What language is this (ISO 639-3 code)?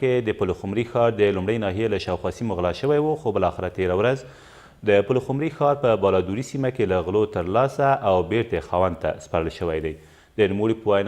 pus